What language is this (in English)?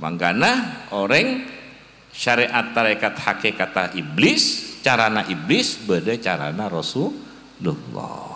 Madurese